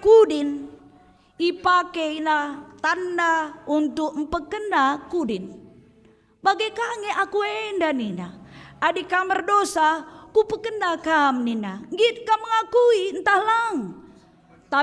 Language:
Batak Karo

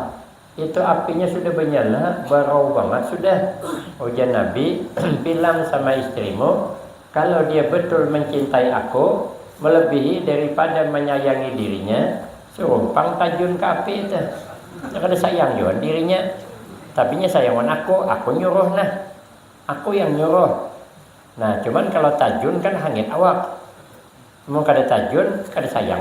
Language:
Banjar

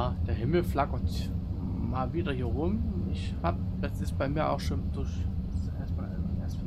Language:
German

